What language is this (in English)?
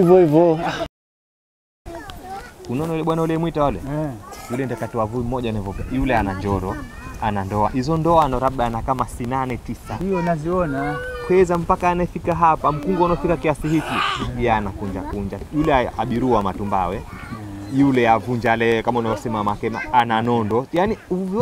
Swahili